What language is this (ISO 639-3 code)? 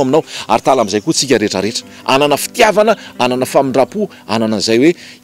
mlg